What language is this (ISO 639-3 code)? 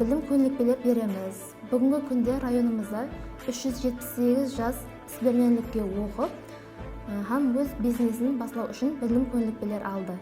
kaa